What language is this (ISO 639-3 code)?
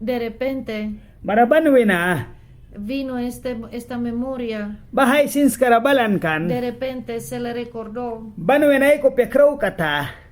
miq